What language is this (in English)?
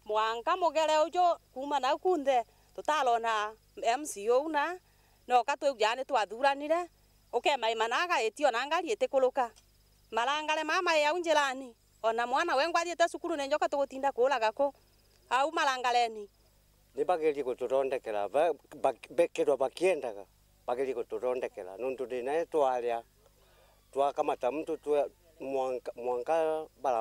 Meru